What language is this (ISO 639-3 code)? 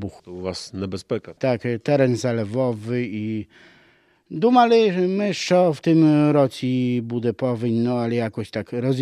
ukr